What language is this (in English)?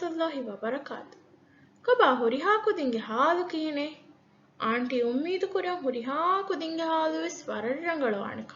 Divehi